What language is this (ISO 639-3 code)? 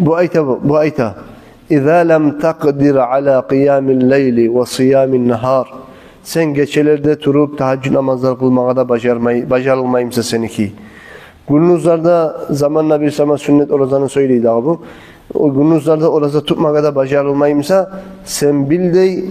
kum